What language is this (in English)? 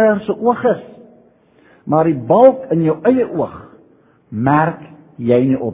Afrikaans